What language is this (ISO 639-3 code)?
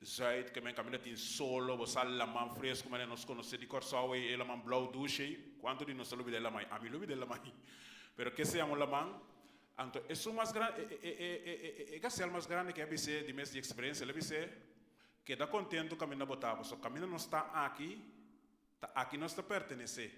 pap